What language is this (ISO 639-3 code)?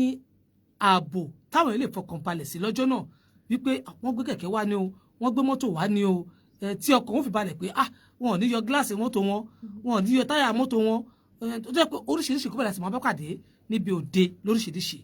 yor